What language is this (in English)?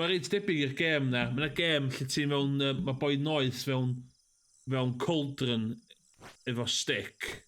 Welsh